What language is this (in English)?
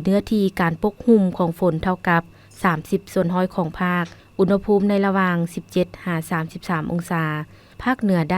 Lao